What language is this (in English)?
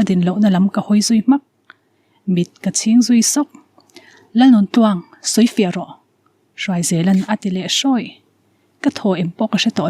Mizo